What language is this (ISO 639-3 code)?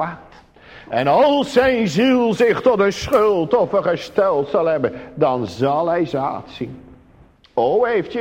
nld